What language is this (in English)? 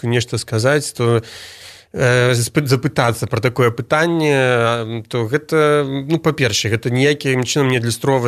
Belarusian